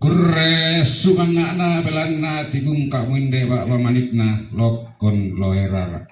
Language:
Toraja-Sa'dan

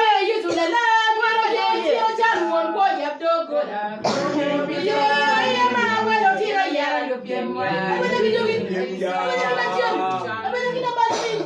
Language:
Acoli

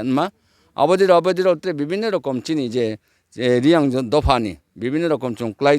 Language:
Riang (India)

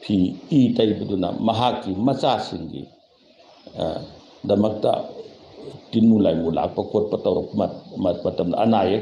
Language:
Manipuri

